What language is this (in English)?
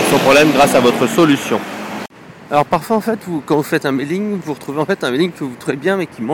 French